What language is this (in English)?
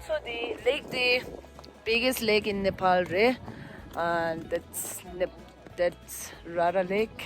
Tibetan